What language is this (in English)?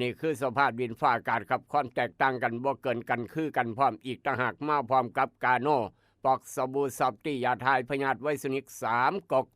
Northeastern Thai